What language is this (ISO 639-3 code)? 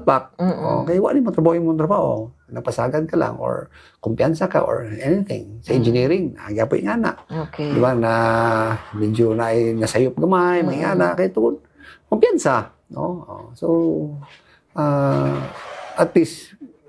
fil